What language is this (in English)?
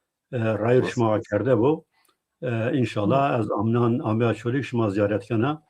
Zaza